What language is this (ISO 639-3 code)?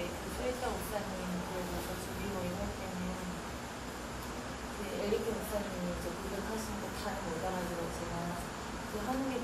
kor